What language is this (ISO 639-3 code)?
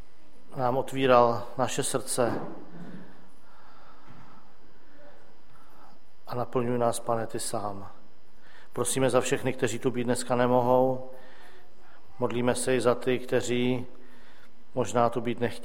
ces